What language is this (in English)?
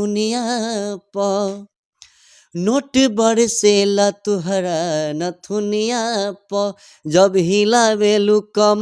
Bhojpuri